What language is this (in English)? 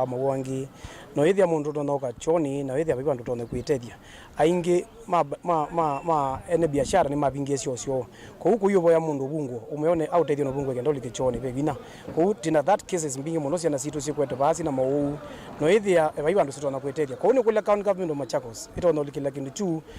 Kamba